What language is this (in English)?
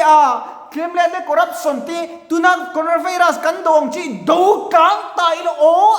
Mizo